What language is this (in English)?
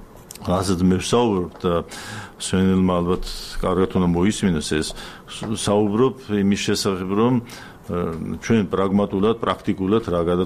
Georgian